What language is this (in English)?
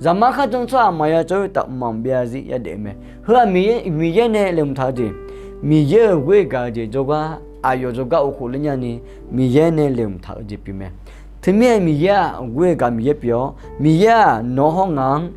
Akha